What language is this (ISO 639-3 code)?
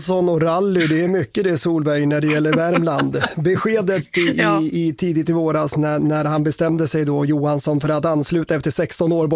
swe